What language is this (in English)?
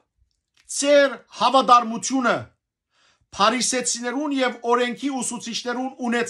Western Armenian